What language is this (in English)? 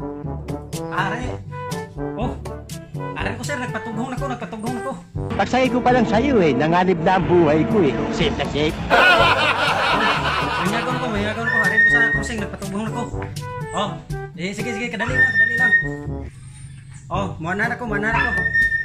Filipino